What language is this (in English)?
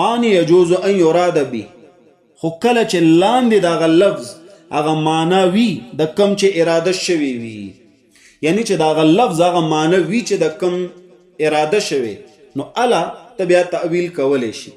Pashto